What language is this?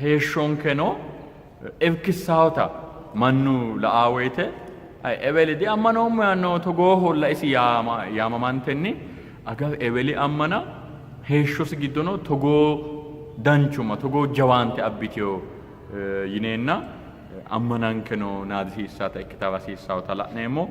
Sidamo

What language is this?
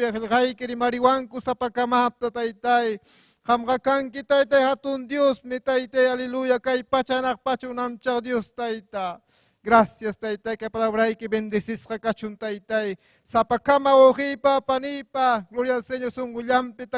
Ayacucho Quechua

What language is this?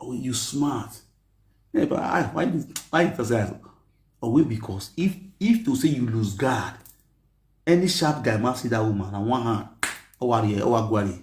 Nigerian Pidgin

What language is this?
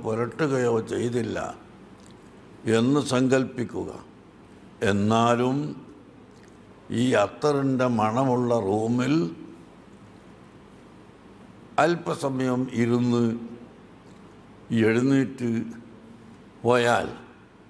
Malayalam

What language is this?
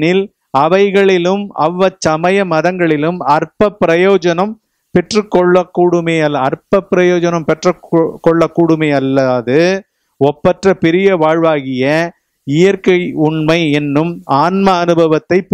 Tamil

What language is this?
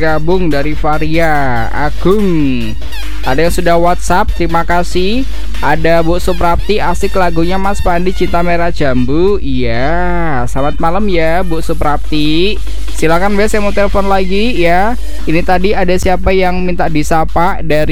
Indonesian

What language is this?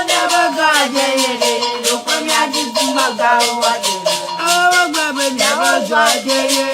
Ewe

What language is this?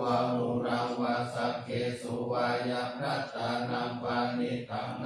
Pali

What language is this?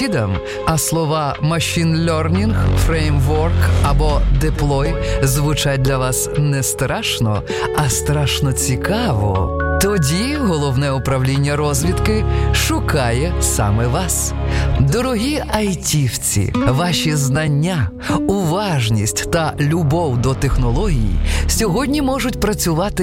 Ukrainian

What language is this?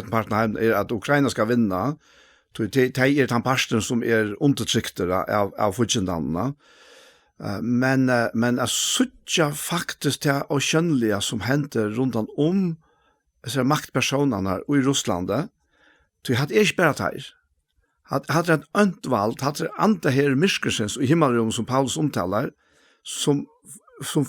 Faroese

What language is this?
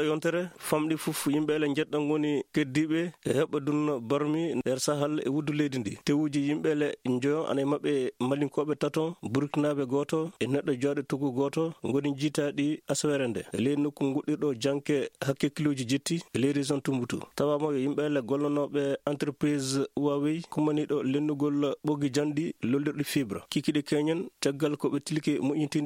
Maasina Fulfulde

